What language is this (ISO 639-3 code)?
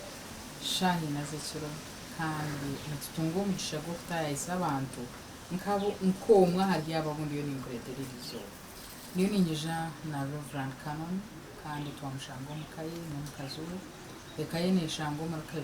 nyn